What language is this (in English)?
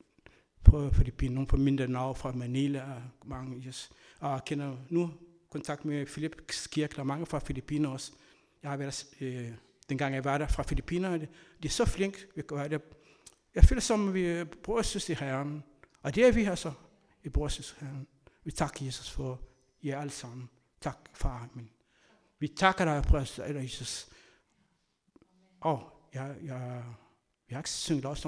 Danish